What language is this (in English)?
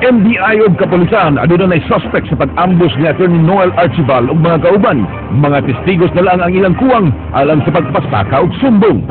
Cebuano